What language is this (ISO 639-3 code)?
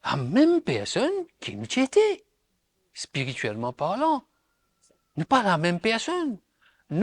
mfe